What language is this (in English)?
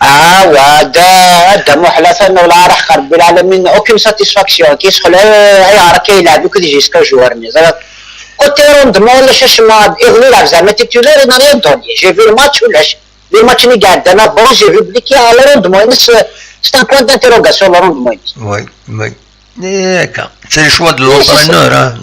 Kabyle